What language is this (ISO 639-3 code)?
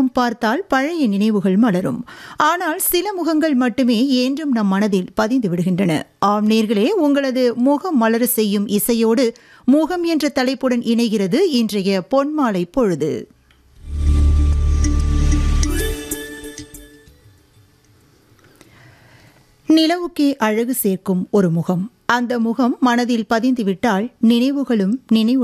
tam